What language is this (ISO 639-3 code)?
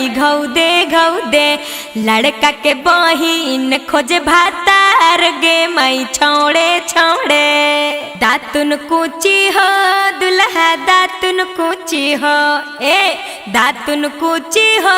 mag